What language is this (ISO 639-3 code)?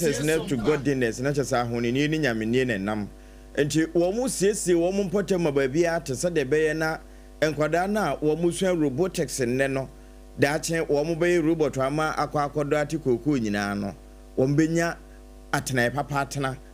aka